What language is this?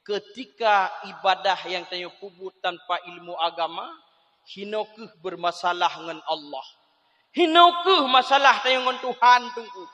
Achinese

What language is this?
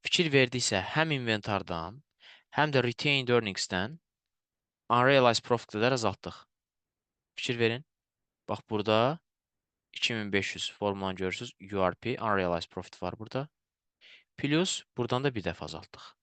Azerbaijani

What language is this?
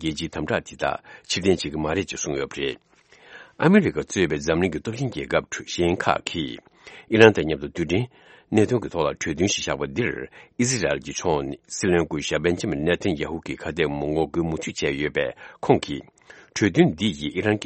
Tibetan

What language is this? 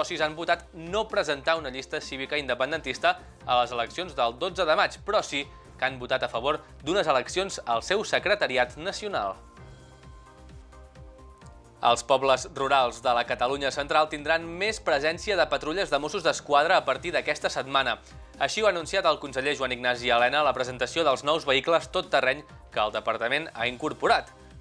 Catalan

